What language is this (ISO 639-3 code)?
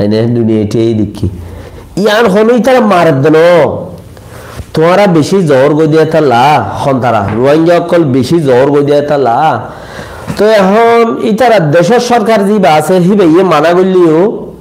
rhg